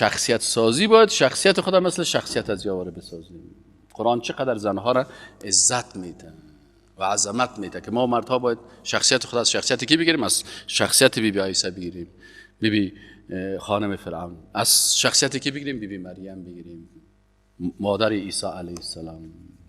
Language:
Persian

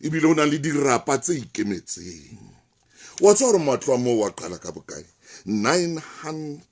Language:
Southern Sotho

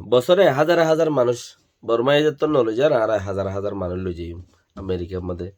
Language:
Rohingya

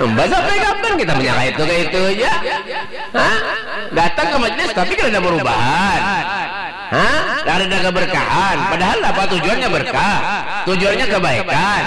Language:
Banjar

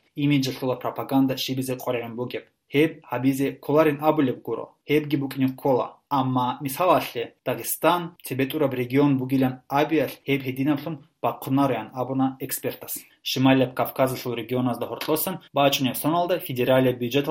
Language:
Avaric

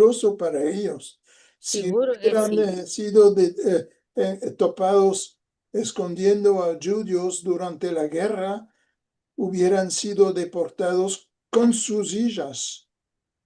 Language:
Ladino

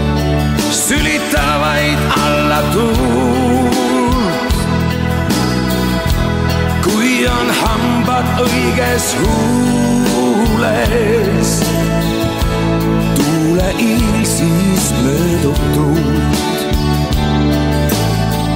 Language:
Estonian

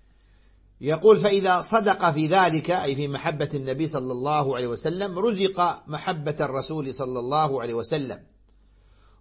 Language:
Arabic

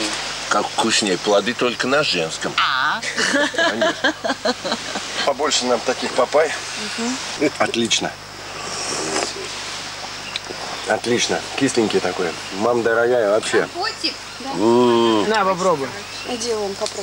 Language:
Russian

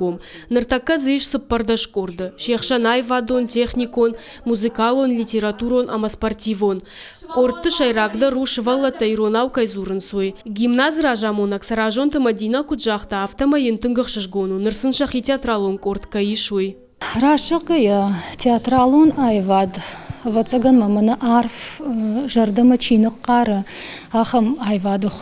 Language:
Ossetic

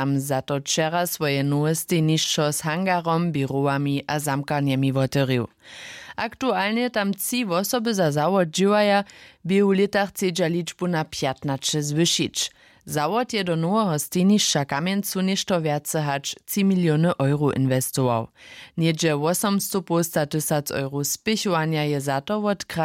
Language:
Upper Sorbian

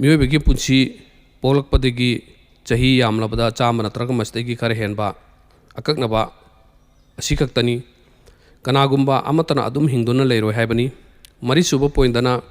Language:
Manipuri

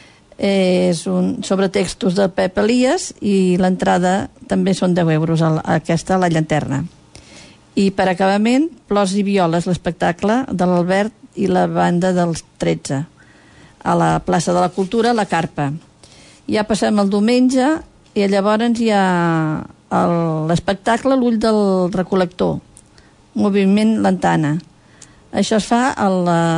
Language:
Catalan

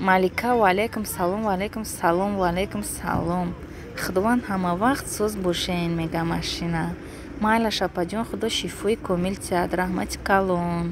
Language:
Tajik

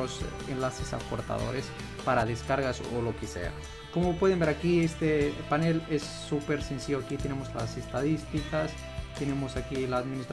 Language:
Spanish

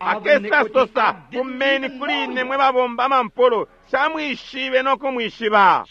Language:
Bemba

